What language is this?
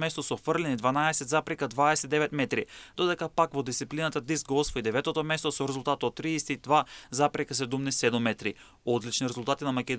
Macedonian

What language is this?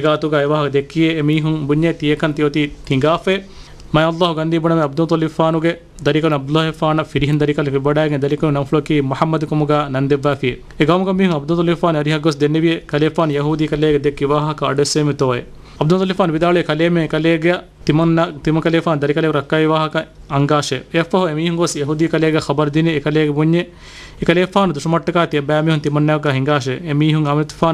Divehi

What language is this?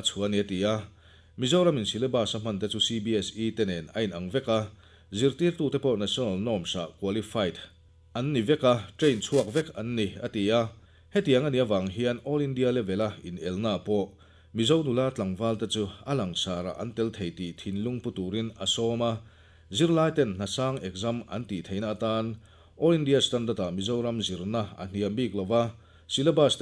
Mizo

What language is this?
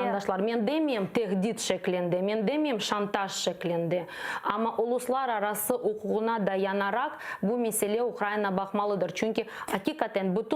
Crimean Tatar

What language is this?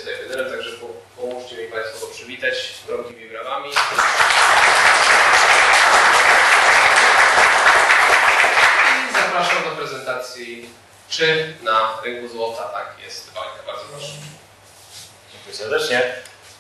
Polish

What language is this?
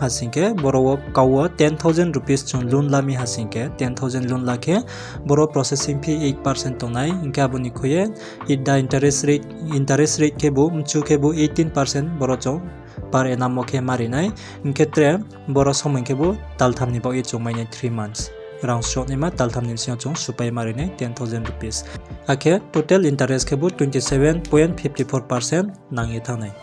Riang (India)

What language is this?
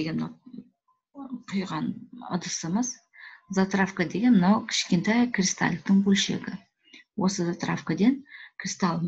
Kazakh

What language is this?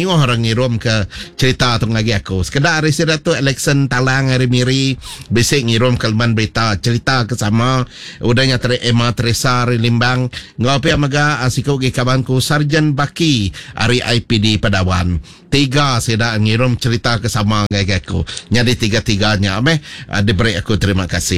Iban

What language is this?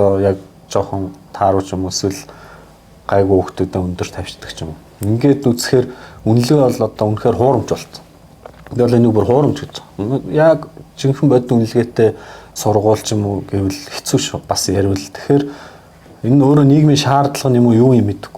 Mongolian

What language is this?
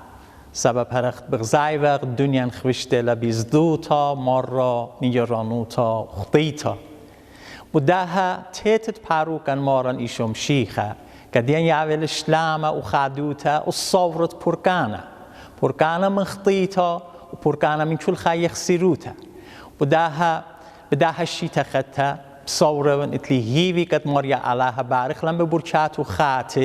Assyrian Neo-Aramaic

